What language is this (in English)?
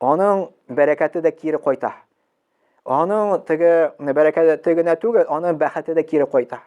Tatar